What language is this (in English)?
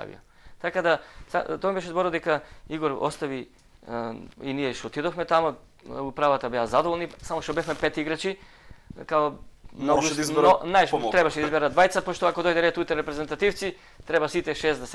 Macedonian